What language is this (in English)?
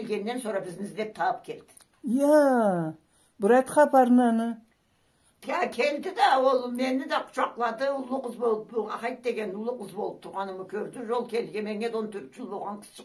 Karachay-Balkar